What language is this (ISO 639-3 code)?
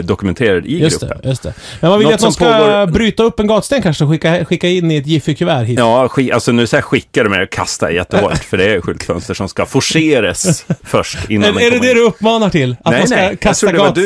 swe